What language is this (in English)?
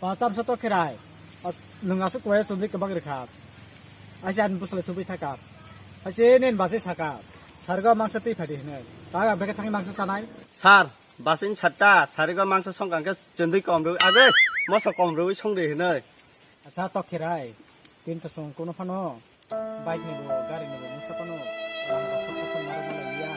Kok Borok